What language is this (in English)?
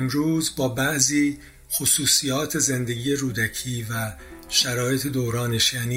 Persian